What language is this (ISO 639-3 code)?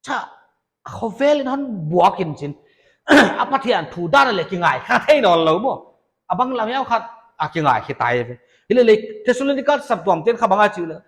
pck